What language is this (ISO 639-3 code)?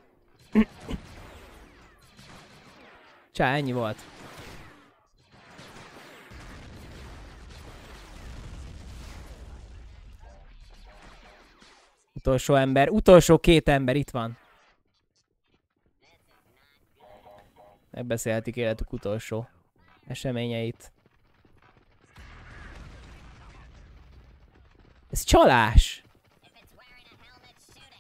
hun